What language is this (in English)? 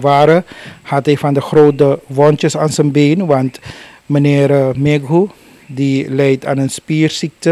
Dutch